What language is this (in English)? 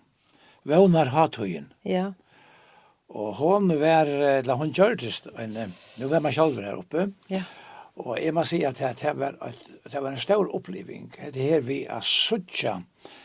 Faroese